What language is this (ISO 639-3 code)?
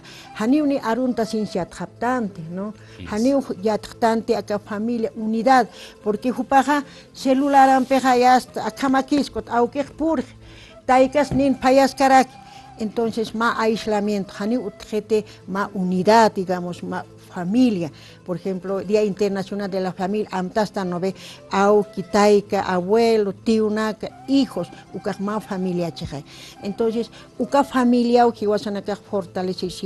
aym